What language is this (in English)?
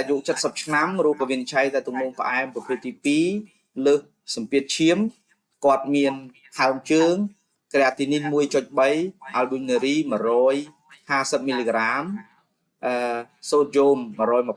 Khmer